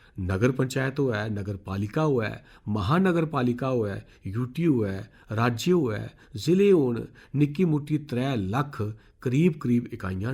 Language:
Dogri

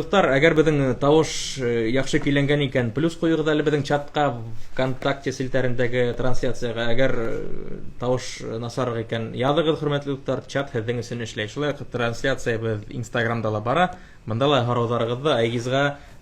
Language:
Bashkir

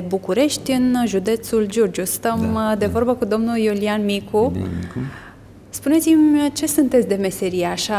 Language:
Romanian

